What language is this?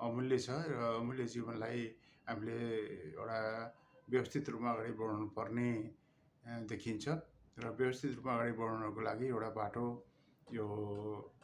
Nepali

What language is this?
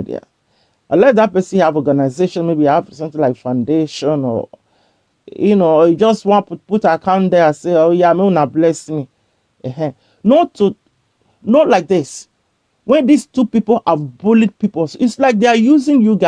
Nigerian Pidgin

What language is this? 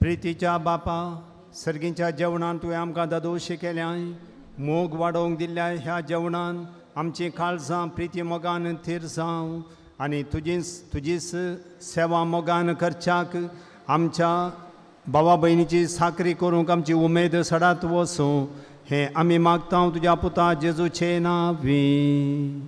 Konkani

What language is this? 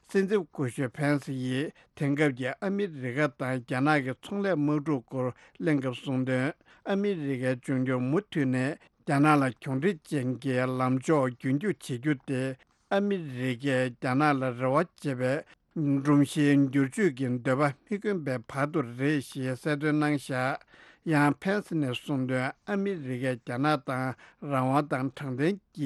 Tibetan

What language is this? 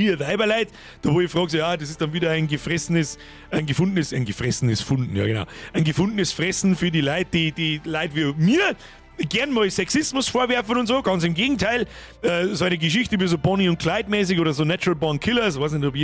Bavarian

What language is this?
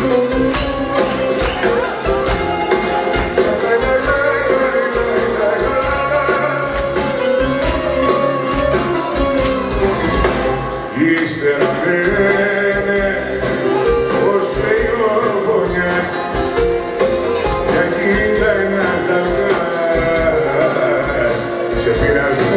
Greek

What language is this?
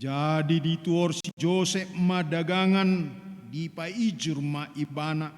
Batak Toba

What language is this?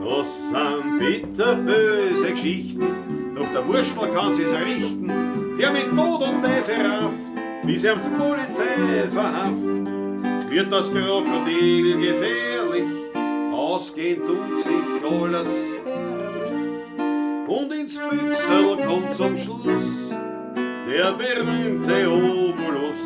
Bavarian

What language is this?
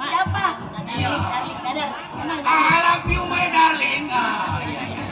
Betawi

